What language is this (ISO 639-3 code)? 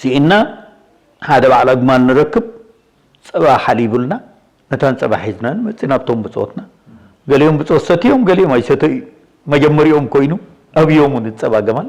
tir